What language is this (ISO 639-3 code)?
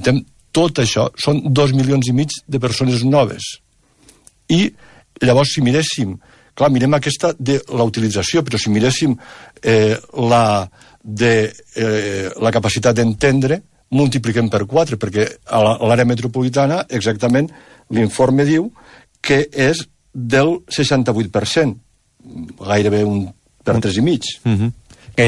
cat